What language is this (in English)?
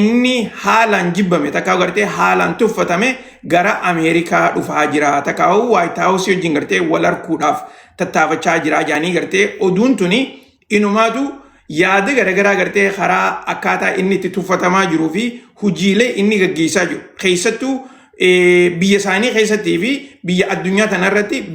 Oromo